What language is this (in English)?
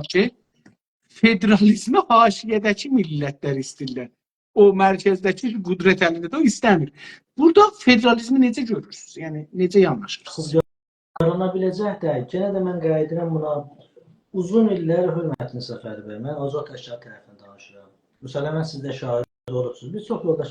South Azerbaijani